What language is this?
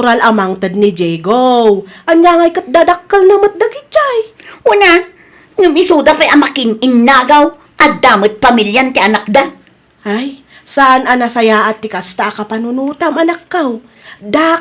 Iloko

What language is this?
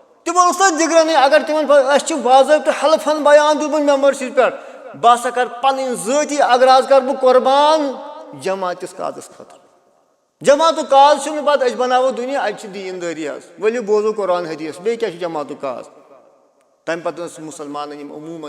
Kashmiri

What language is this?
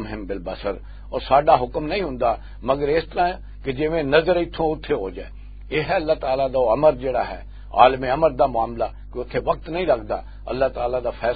Western Panjabi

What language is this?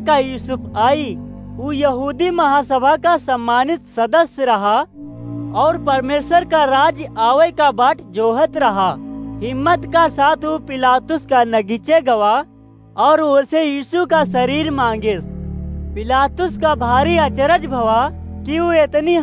Awadhi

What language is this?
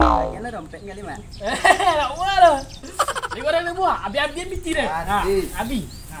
Minangkabau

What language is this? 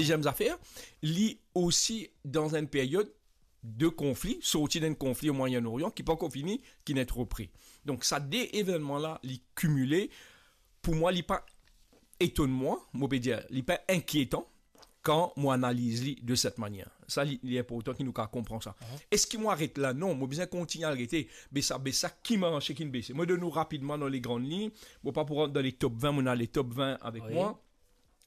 Morisyen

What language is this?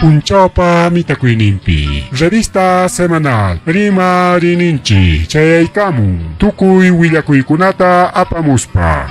Ayacucho Quechua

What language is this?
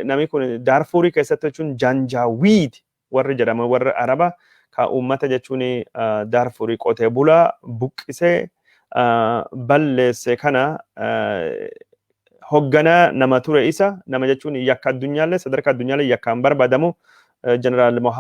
Oromo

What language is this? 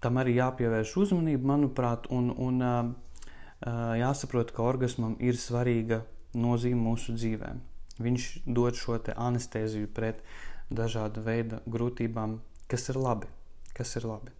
Latvian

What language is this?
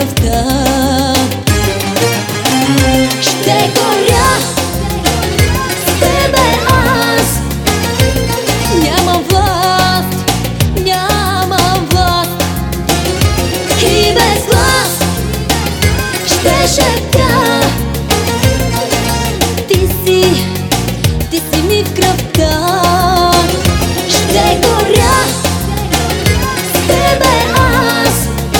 Bulgarian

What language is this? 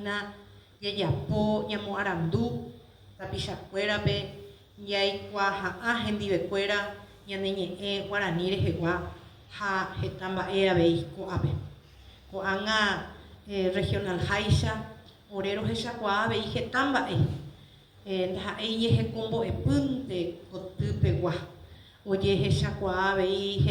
Guarani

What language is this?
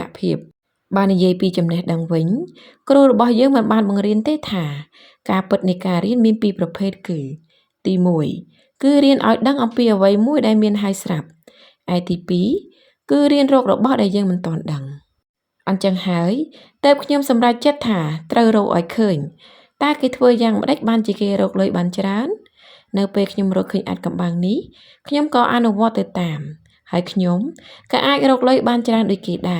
Khmer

